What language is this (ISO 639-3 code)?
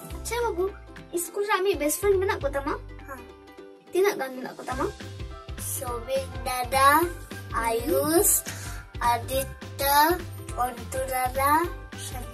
sat